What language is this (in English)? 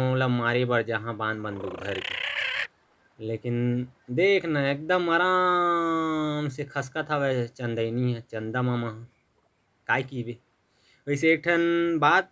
Chhattisgarhi